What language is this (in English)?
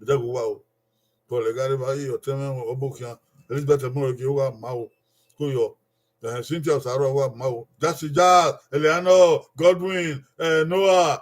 Bini